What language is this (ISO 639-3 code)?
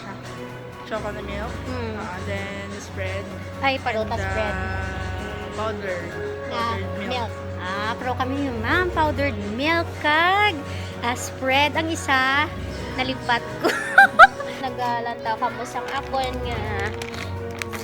hil